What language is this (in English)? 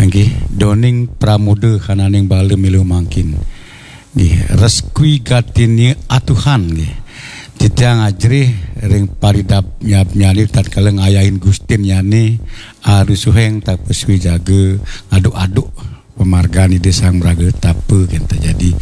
Balinese